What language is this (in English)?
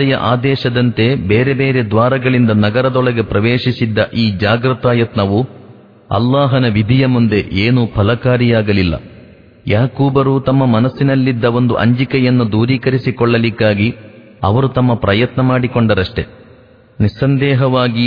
Kannada